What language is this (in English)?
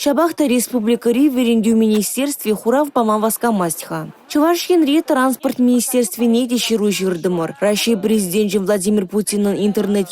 Chuvash